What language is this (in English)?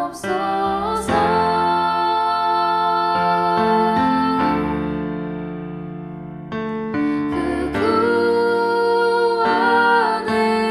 Korean